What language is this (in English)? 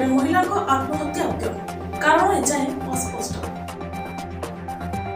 Odia